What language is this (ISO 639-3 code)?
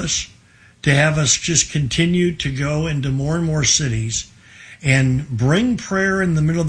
eng